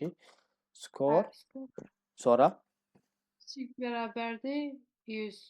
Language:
Azerbaijani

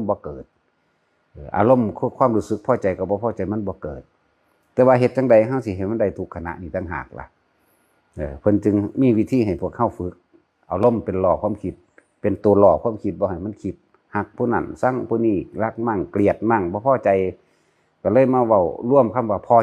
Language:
Northeastern Thai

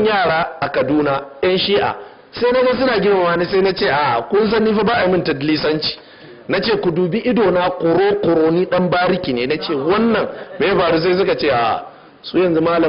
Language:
Hausa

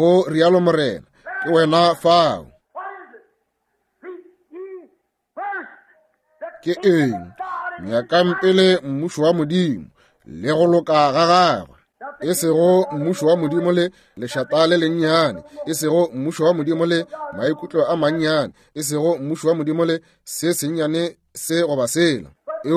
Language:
Northern Sotho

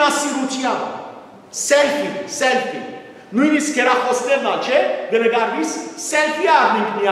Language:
Western Armenian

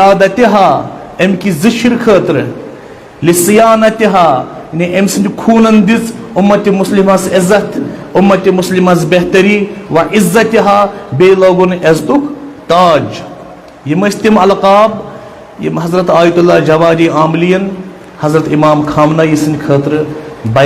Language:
Kashmiri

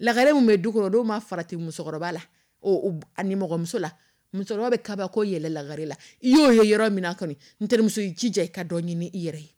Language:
Dyula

